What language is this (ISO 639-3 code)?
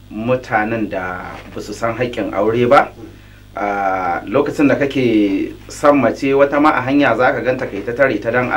hau